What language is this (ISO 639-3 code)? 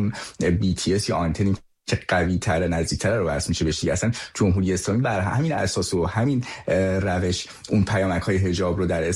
fas